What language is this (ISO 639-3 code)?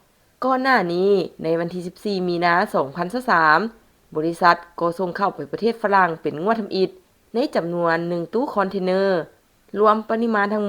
lao